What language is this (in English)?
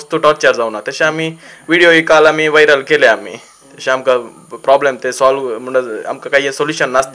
Konkani